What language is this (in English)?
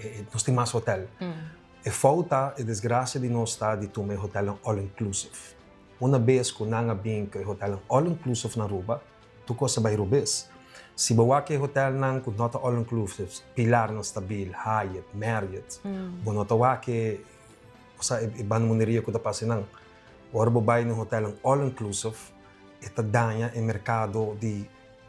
Papiamento